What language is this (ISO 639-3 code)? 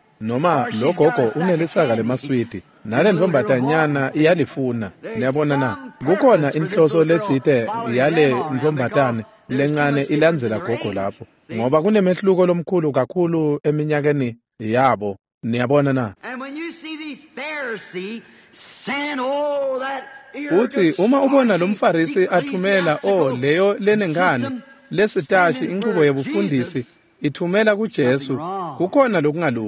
ssw